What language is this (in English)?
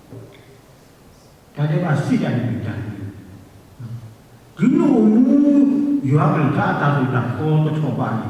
S'gaw Karen